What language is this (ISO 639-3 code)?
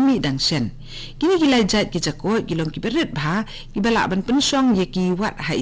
kha